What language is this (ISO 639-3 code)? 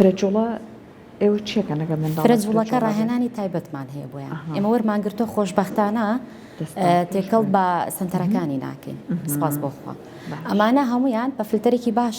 ckb